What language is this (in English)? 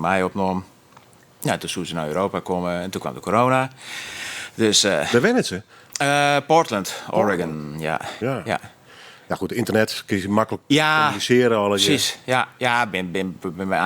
Western Frisian